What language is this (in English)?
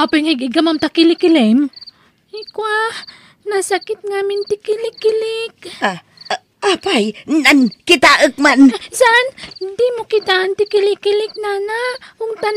Iloko